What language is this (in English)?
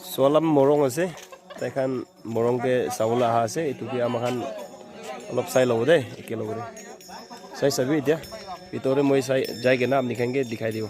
Naga Pidgin